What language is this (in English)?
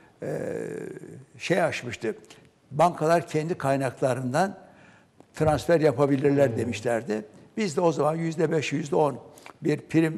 Turkish